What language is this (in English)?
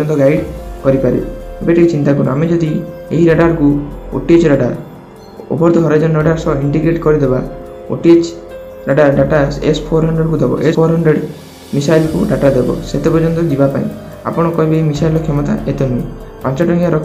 Odia